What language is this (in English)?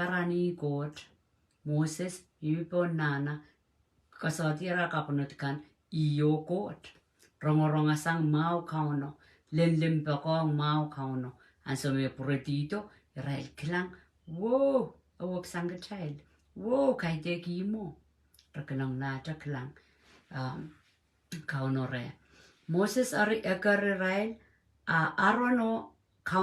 Pohnpeian